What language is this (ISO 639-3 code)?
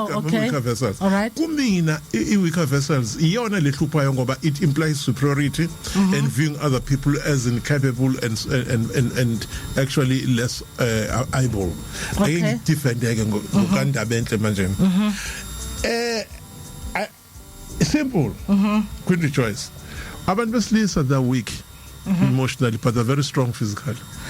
zul